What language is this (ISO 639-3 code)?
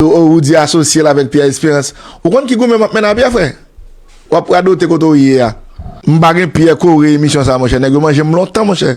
hat